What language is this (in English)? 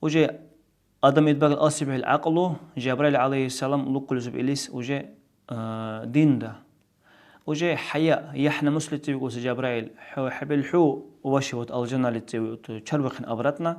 Dargwa